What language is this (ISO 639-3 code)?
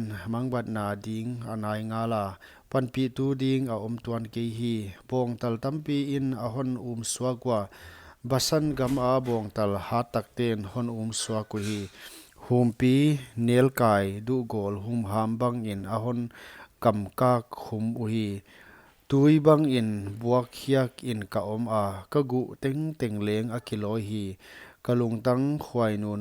pck